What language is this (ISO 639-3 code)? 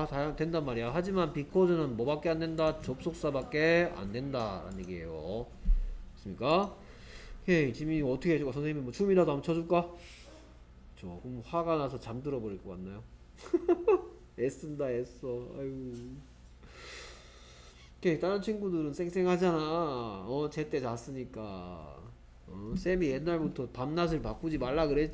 kor